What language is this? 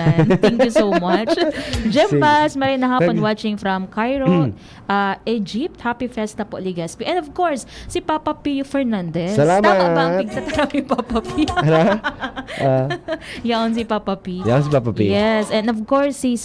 Bikol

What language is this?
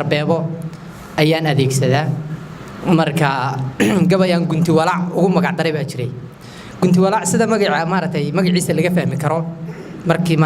Somali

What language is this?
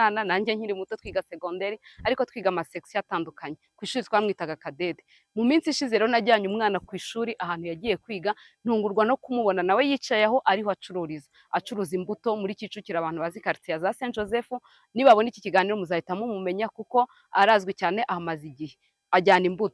Kinyarwanda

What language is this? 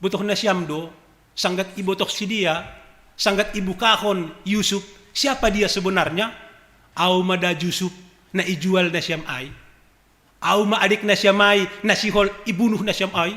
Batak Simalungun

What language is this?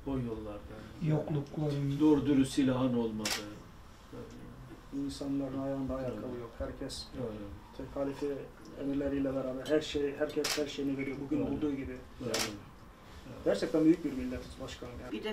Turkish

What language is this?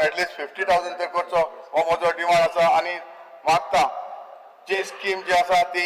Konkani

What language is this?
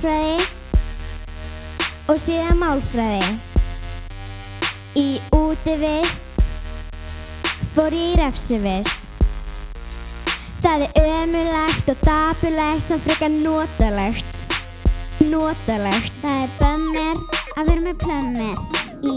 Icelandic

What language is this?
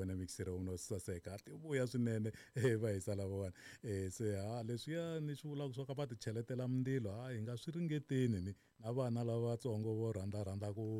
Tsonga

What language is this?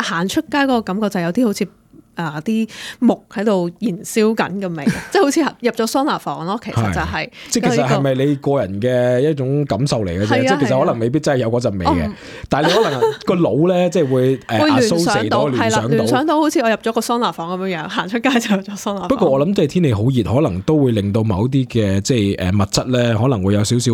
Cantonese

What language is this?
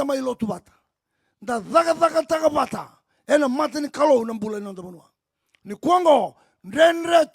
Fijian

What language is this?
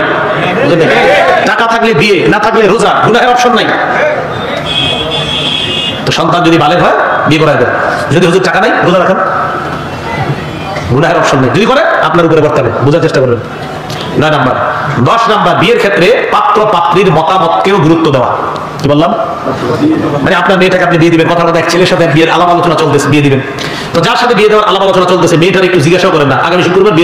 Bangla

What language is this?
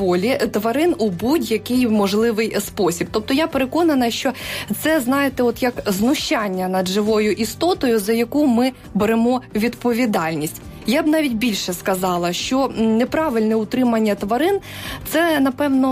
Ukrainian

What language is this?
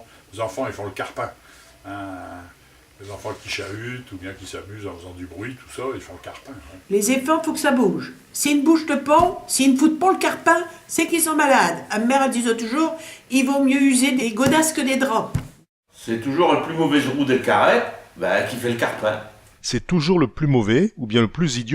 Picard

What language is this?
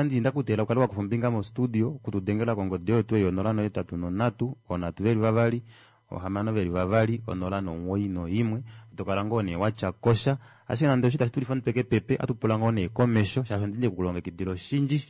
Kuanyama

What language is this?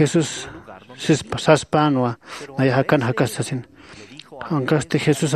Aymara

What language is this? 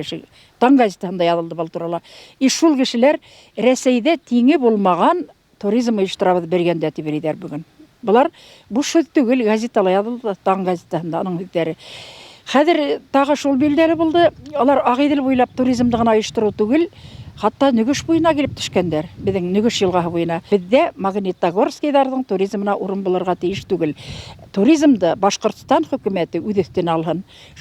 Bashkir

